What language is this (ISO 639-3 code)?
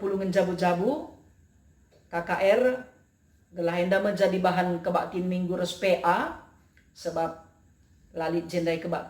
btx